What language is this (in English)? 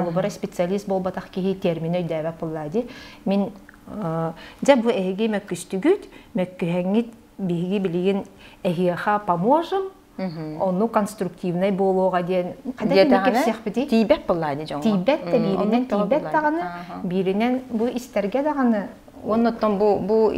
Yakut